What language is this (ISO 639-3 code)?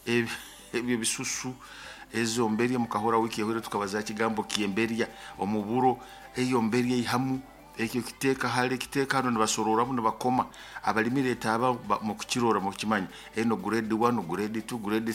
nyo